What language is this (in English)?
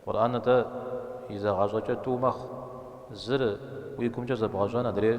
Kabardian